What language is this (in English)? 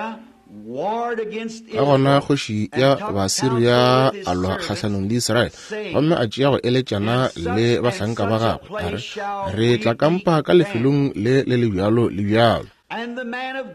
Northern Sotho